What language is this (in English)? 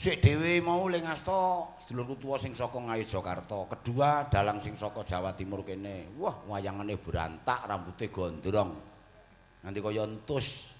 Javanese